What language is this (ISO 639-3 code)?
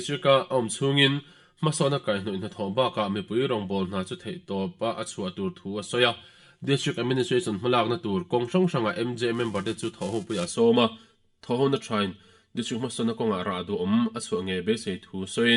lus